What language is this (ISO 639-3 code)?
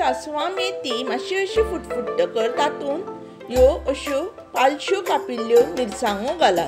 kok